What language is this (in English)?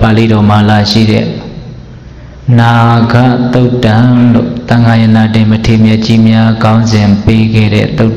Burmese